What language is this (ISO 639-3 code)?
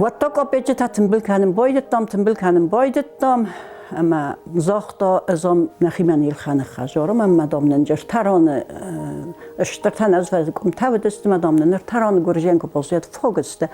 oss